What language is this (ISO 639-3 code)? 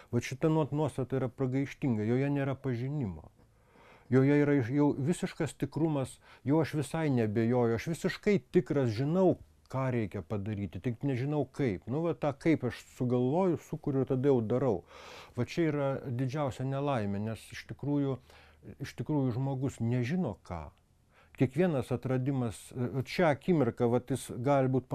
lit